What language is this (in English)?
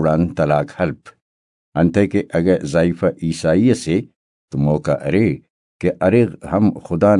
Brahui